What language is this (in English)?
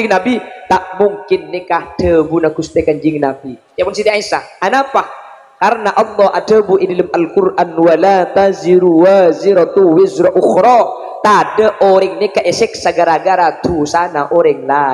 Madurese